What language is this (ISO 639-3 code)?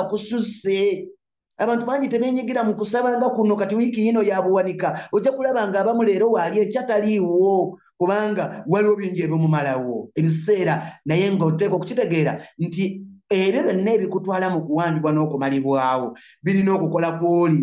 lug